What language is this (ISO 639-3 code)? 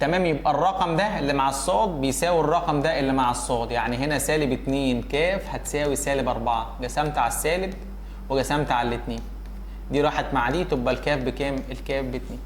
arz